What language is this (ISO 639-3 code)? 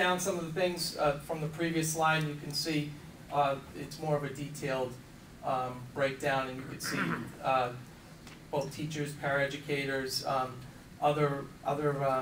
eng